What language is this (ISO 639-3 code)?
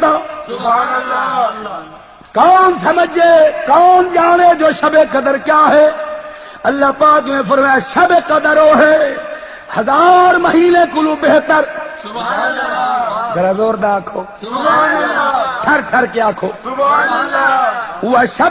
skr